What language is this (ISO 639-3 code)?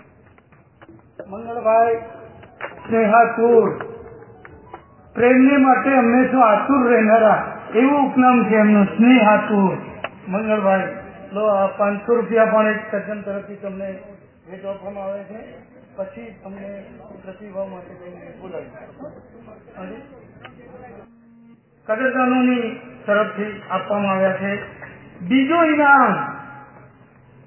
guj